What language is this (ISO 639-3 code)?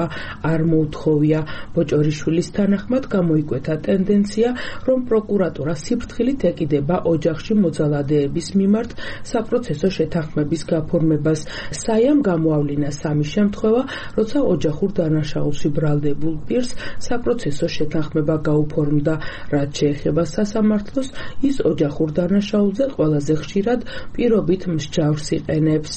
kat